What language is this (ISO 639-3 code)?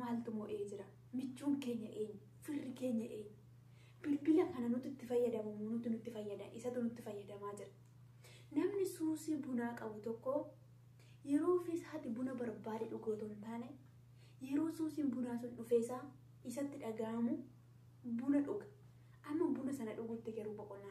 orm